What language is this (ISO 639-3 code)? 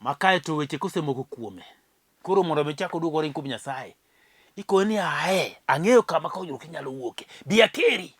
luo